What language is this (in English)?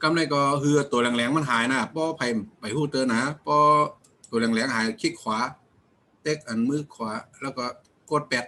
Shan